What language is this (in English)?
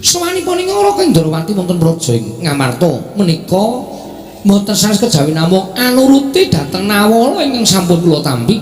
Javanese